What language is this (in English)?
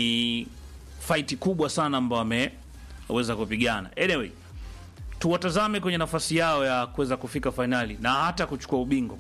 Swahili